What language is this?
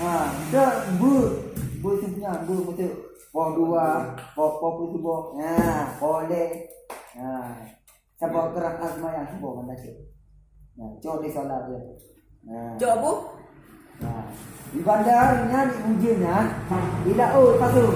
Achinese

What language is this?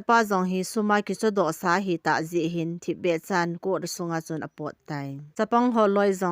Thado Chin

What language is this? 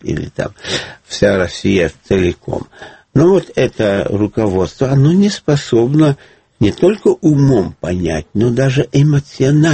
Russian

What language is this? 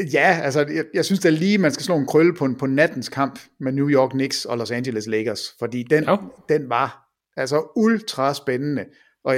Danish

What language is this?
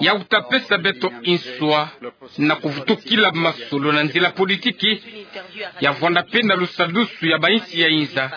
Kituba (Democratic Republic of Congo)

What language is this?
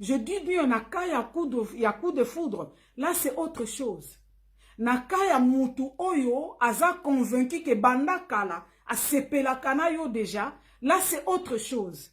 Lingala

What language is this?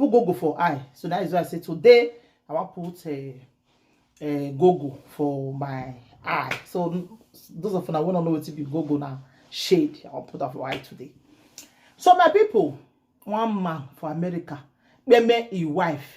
Nigerian Pidgin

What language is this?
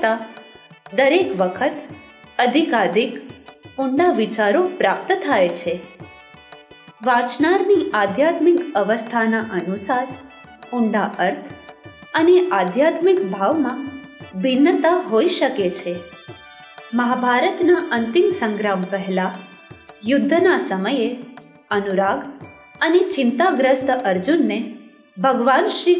Gujarati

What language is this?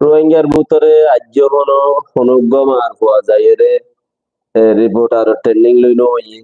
Rohingya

